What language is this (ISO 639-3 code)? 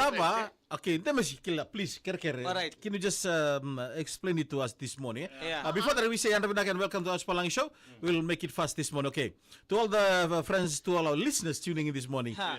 fij